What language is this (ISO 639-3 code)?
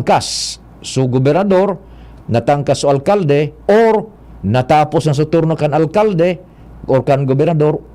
bik